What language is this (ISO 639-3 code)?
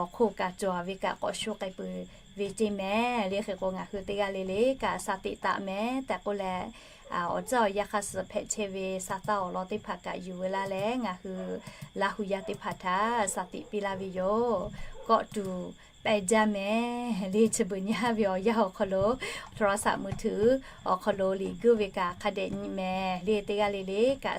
lhu